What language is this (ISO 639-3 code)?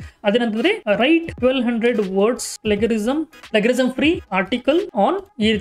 kan